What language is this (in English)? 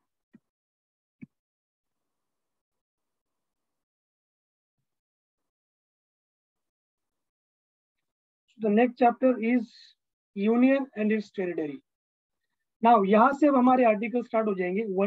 Hindi